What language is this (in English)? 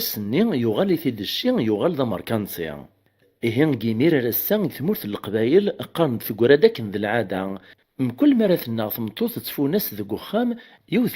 Kabyle